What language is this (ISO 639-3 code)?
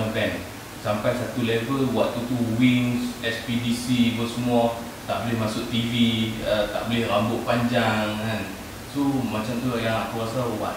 msa